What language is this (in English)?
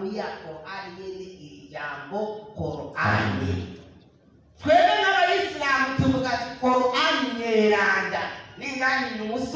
Rundi